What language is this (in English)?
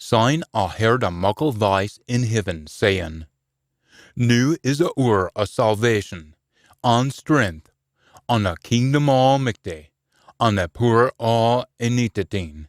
Scots